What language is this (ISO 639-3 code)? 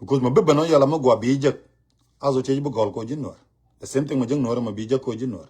nus